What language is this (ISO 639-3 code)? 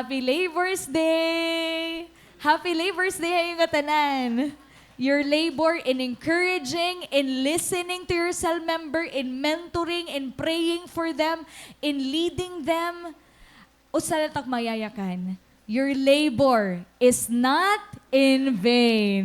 war